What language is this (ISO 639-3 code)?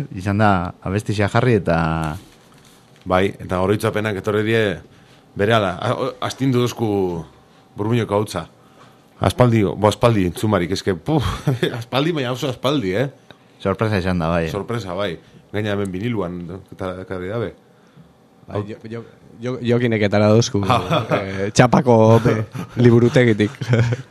eus